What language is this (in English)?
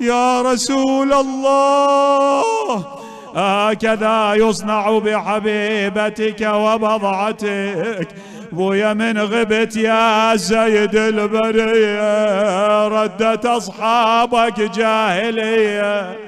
Mesopotamian Arabic